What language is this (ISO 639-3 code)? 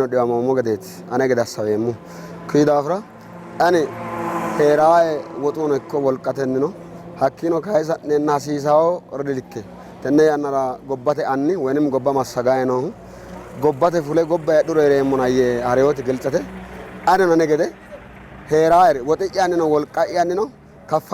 sid